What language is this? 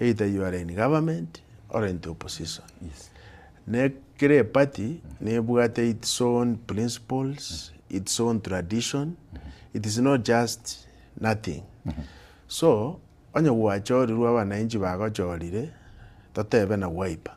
Gusii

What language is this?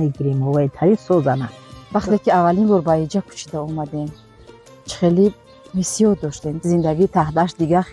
Tajik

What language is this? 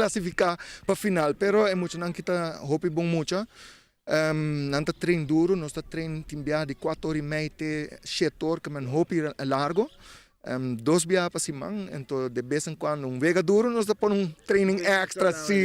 Papiamento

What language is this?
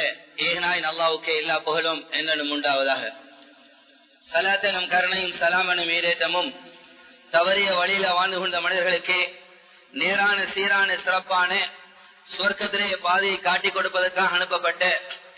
Tamil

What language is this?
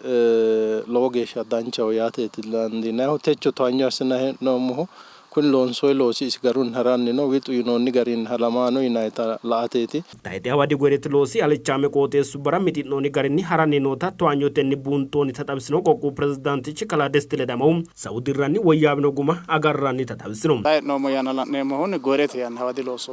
Sidamo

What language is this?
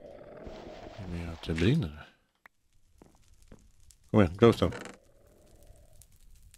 Swedish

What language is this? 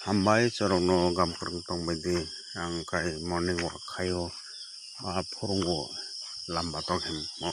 Kok Borok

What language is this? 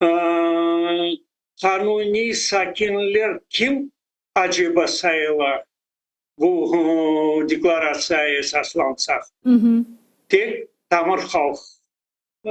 Crimean Tatar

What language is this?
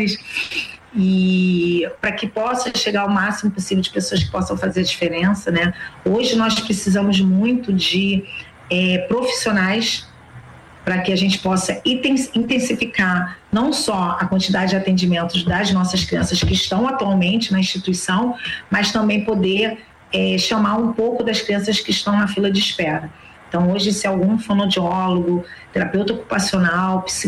Portuguese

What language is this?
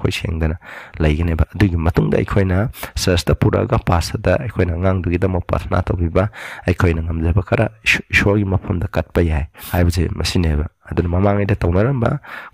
Manipuri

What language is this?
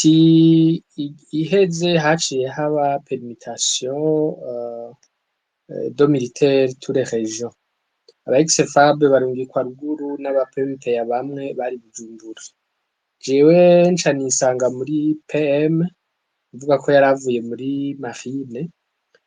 Rundi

